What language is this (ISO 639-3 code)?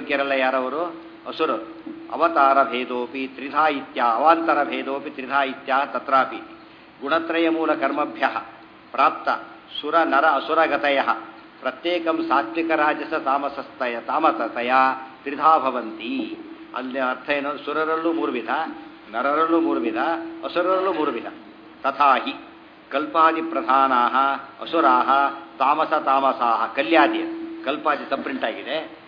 kan